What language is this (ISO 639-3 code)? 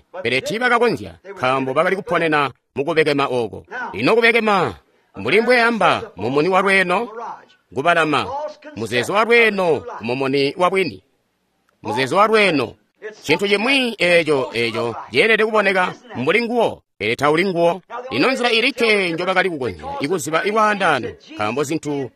toi